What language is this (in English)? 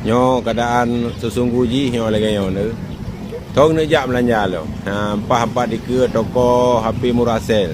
Achinese